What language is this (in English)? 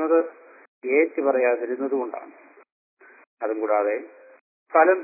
Malayalam